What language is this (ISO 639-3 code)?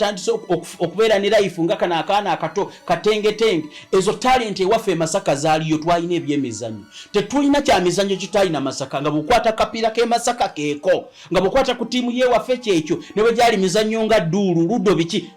lug